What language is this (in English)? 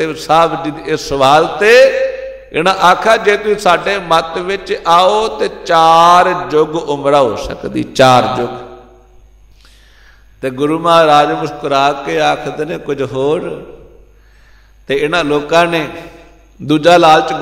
Punjabi